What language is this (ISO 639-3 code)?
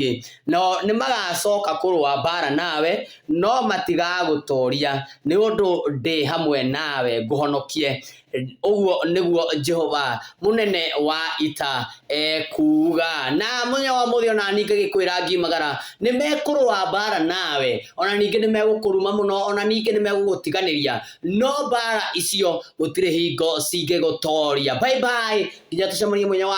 kik